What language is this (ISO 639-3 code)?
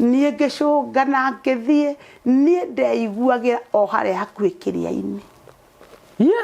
kik